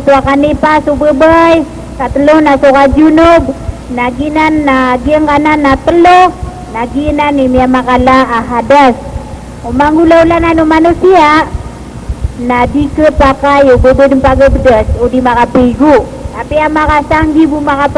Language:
Maranao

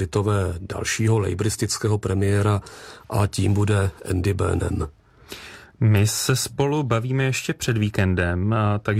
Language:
Czech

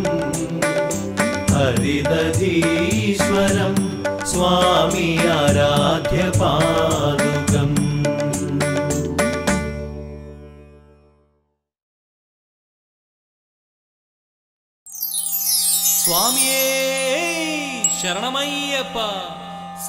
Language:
Malayalam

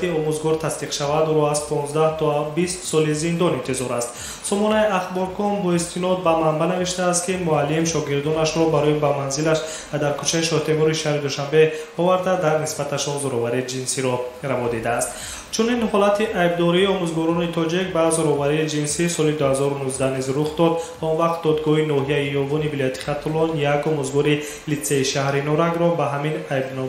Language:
Tajik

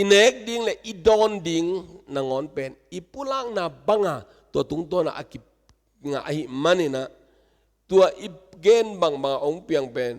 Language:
Tedim Chin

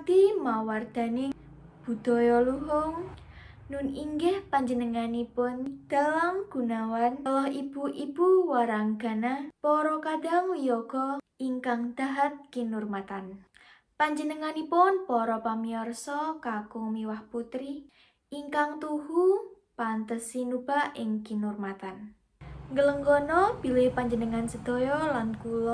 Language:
Javanese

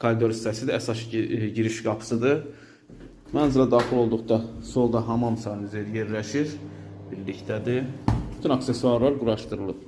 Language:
Azerbaijani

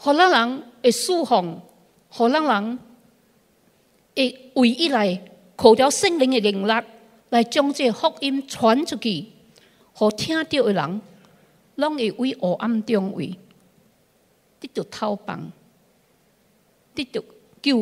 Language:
Min Nan Chinese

